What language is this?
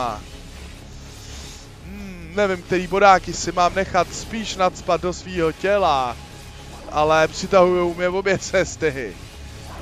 Czech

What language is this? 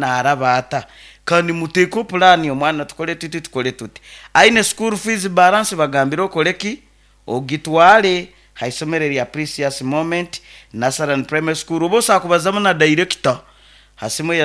Nyoro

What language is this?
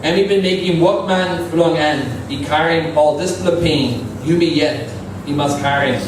Tok Pisin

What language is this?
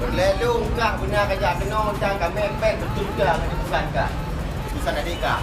Achinese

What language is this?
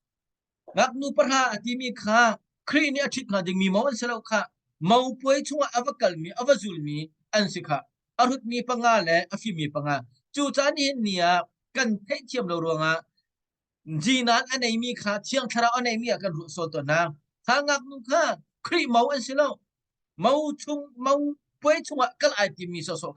Hakha Chin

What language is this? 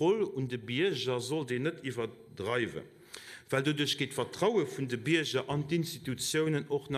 Luxembourgish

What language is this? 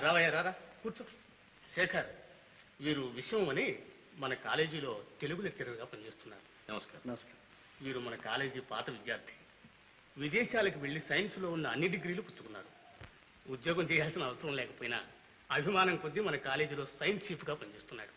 Telugu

